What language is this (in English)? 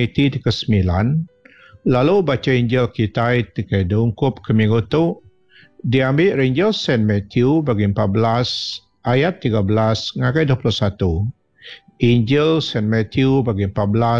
Iban